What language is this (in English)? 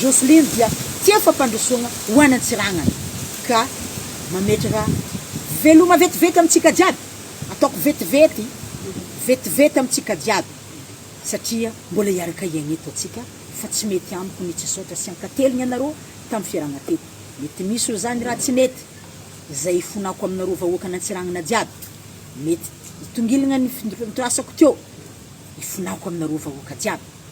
Malagasy